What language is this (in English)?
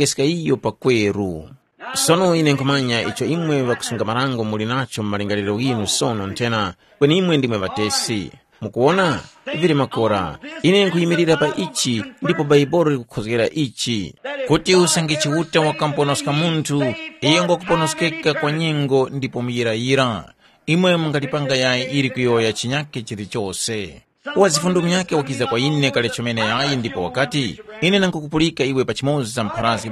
Tumbuka